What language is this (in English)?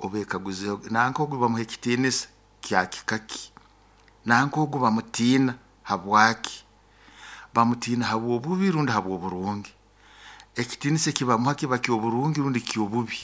Nyoro